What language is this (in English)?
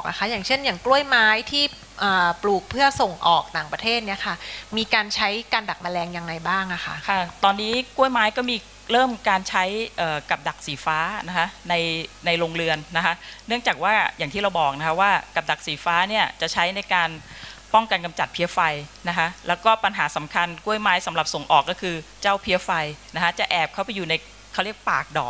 Thai